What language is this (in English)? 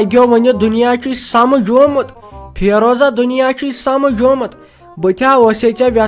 Kashmiri